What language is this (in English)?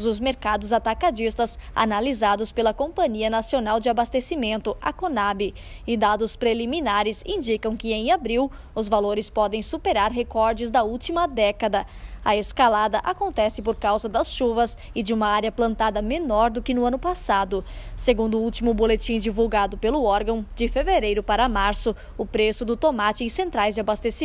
Portuguese